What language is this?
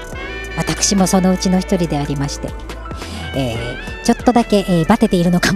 Japanese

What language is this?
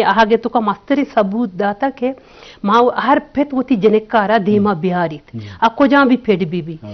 Eastern Balochi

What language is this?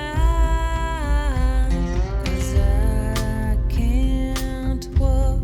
Bavarian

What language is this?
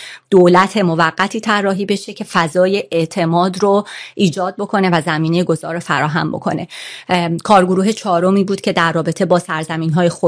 Persian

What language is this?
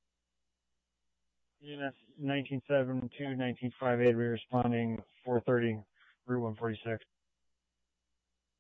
English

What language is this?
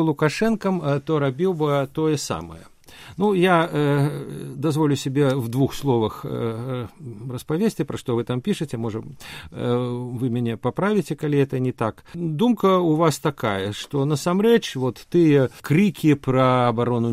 Belarusian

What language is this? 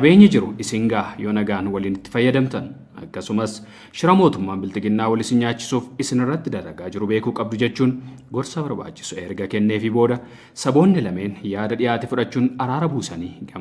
Oromo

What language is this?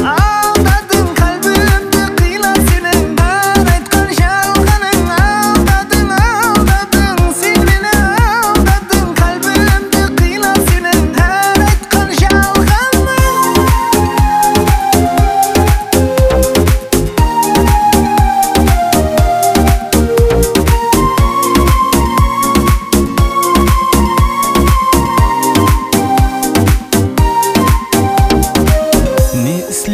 Kazakh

